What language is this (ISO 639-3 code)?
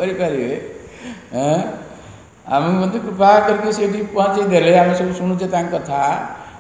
ori